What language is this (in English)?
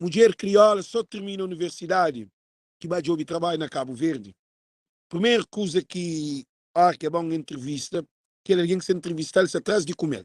Kabuverdianu